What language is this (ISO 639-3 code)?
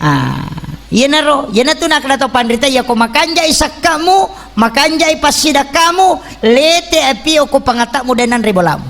bug